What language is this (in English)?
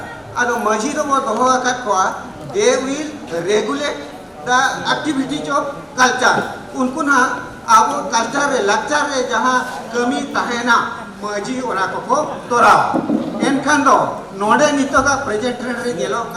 Santali